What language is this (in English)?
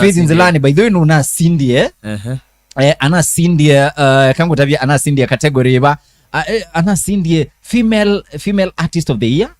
Kamba